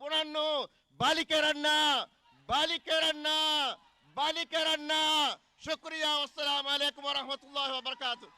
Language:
Divehi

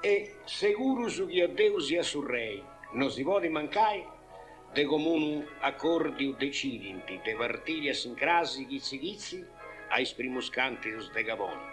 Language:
Sardinian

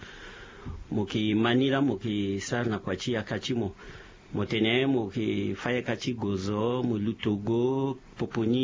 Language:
Sango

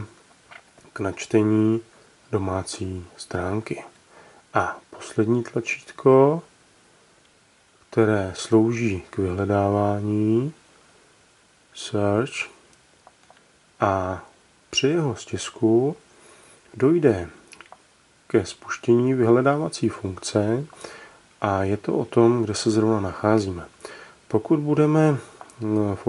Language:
Czech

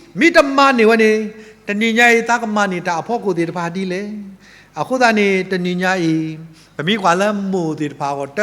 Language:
S'gaw Karen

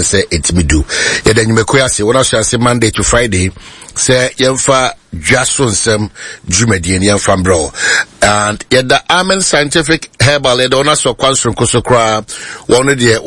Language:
Akan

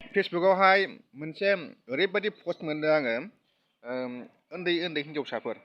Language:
Bodo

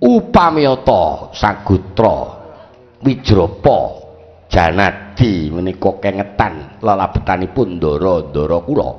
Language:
Javanese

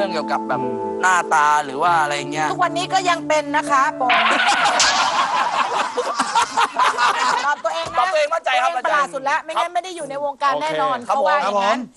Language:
Thai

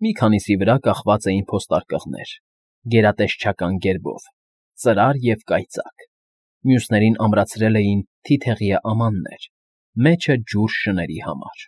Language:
Armenian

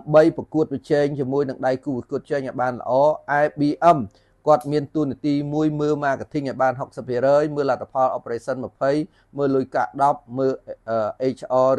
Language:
Khmer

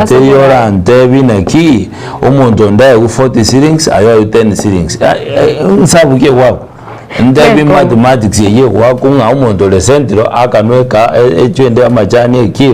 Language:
Gusii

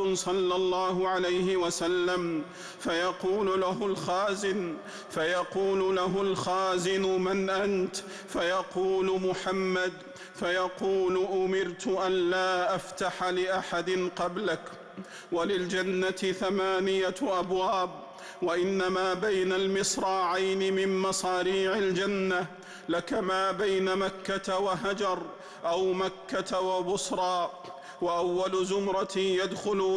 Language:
Arabic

